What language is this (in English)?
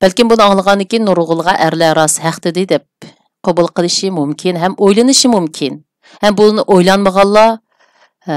Uyghur